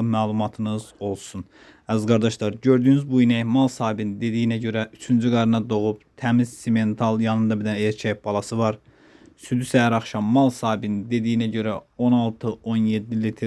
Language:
Azerbaijani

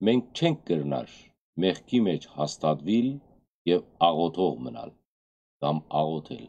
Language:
Western Armenian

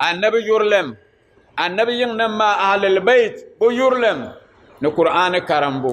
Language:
Dagbani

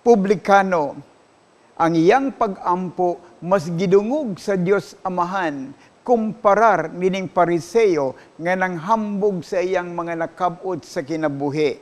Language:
Cebuano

